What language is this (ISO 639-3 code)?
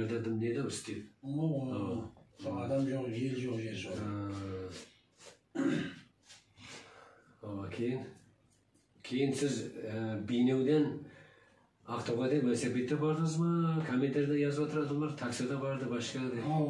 kaz